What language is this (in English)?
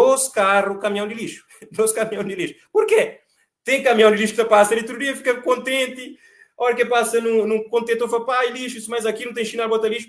Kabuverdianu